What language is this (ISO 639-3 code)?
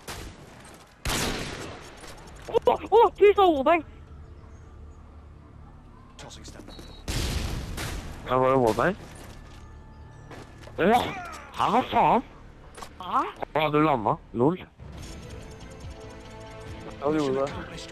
nor